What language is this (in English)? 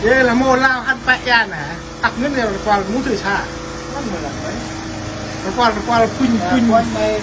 Central Mnong